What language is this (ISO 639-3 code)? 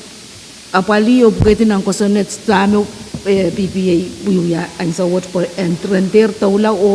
pon